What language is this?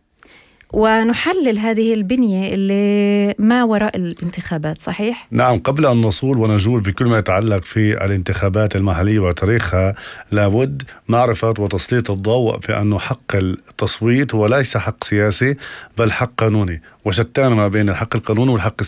North Levantine Arabic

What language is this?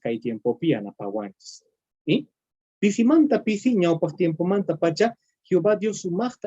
Quechua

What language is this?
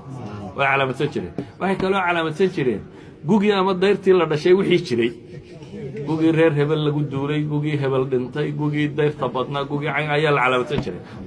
Somali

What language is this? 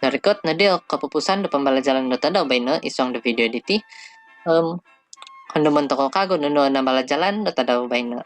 Central Dusun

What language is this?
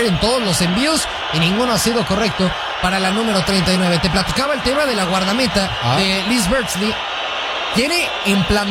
Spanish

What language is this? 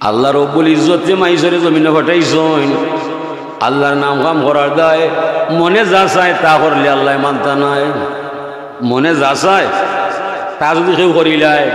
Sylheti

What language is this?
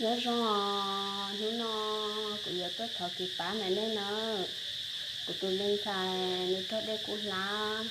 Hmong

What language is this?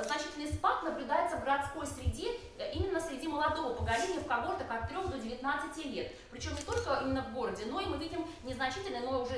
Russian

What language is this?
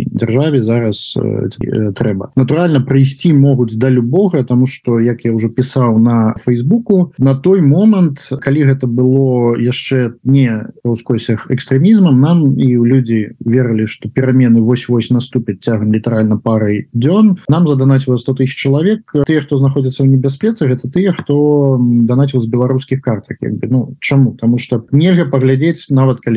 Belarusian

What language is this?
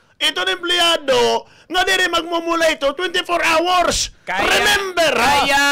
Waray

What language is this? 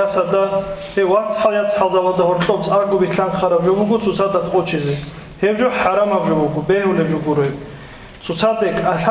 Avaric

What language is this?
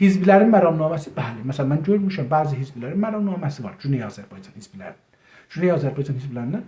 South Azerbaijani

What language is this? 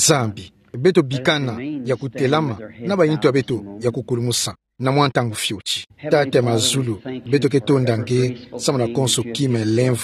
Kituba (Democratic Republic of Congo)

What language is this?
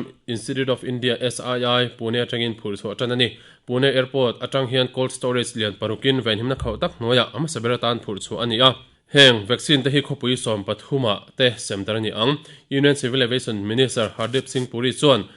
Mizo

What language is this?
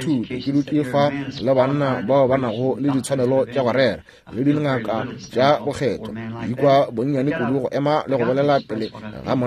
Northern Sotho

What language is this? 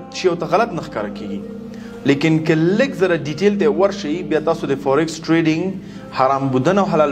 Pashto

